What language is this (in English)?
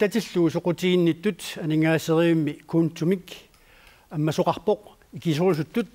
Kalaallisut